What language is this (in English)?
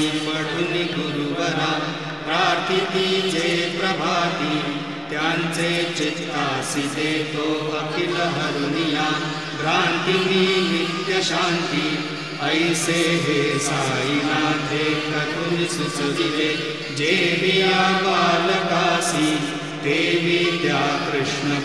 Marathi